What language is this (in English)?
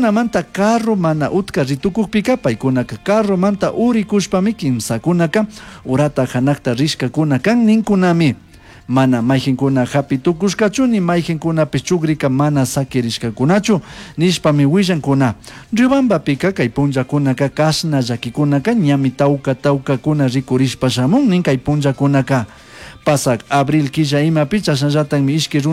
Chimborazo Highland Quichua